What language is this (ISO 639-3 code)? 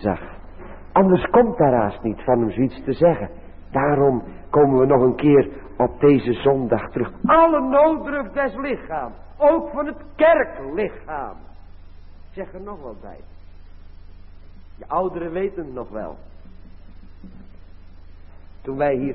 nld